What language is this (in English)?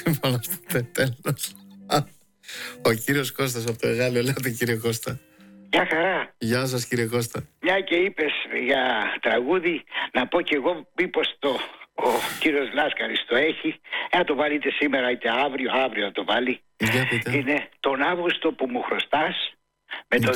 Greek